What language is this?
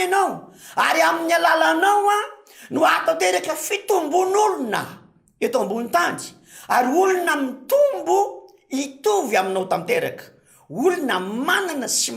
Malagasy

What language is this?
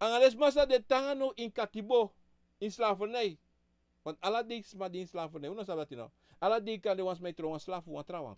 Sranan Tongo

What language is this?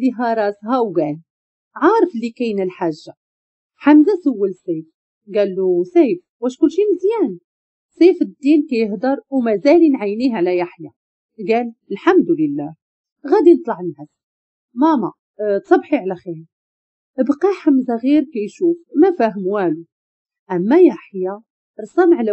Moroccan Arabic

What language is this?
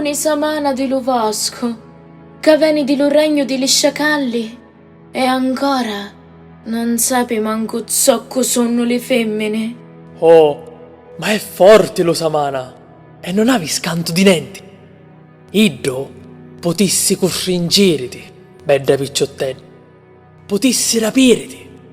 Sicilian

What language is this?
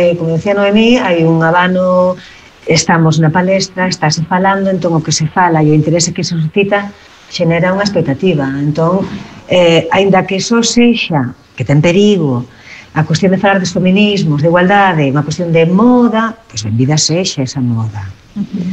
Galician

